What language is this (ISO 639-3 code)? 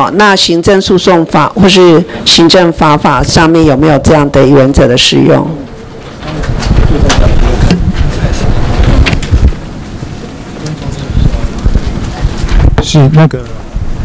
zho